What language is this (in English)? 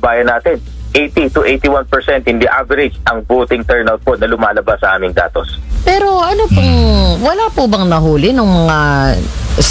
Filipino